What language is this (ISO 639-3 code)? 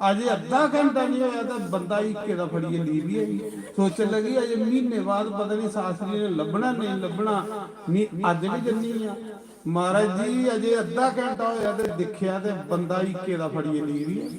doi